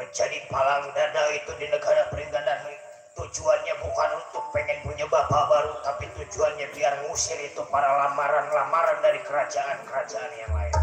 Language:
Betawi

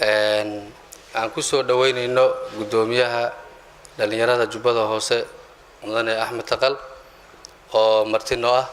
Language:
Somali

